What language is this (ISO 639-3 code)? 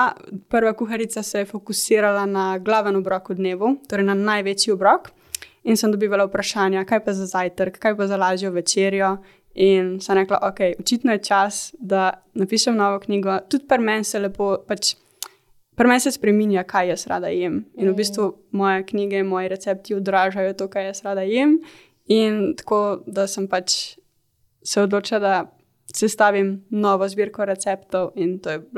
slv